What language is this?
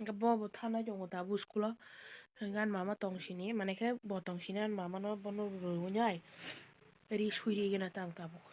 Kok Borok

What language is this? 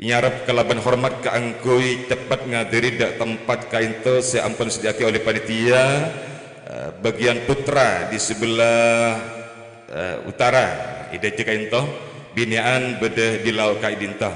Madurese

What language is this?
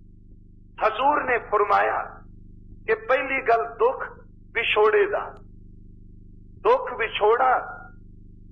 Punjabi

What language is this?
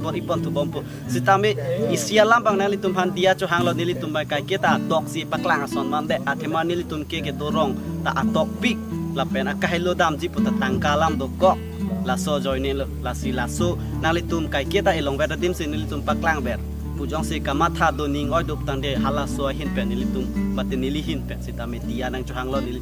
Karbi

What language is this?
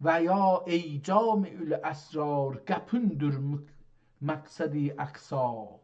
South Azerbaijani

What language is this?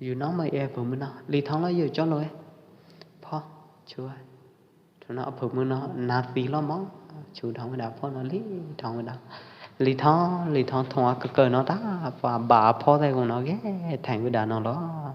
Pwo Eastern Karen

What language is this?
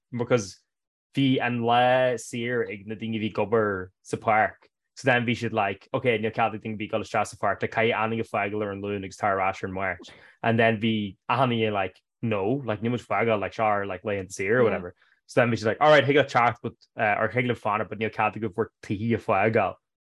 Irish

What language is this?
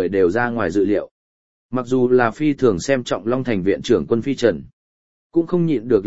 Vietnamese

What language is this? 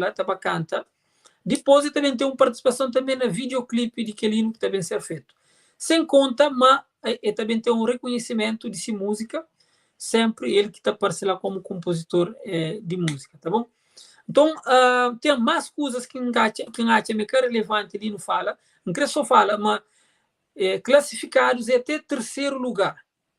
Kabuverdianu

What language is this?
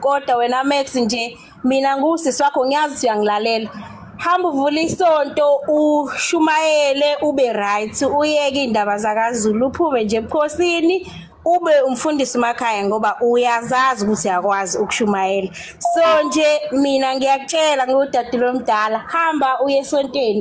Zulu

